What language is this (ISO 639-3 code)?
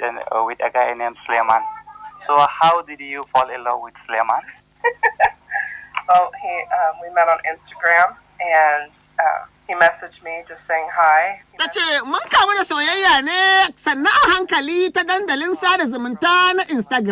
hau